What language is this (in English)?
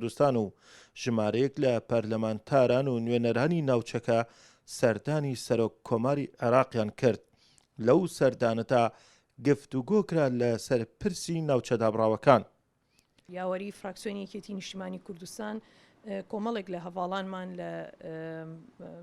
Central Kurdish